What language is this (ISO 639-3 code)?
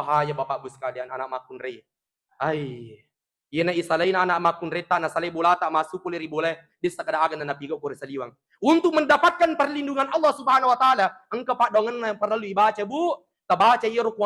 bug